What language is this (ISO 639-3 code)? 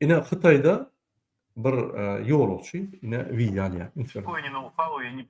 tuk